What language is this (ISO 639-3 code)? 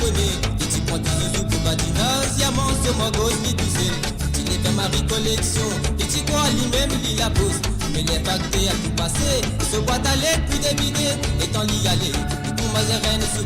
mfe